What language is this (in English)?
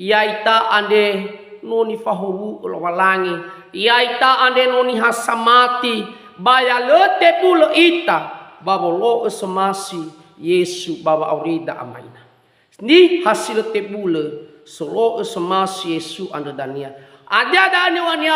Nias